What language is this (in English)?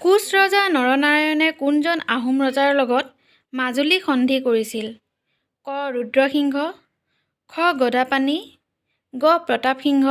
Assamese